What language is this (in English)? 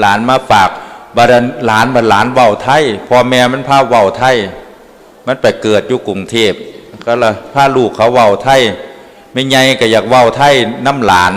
Northeastern Thai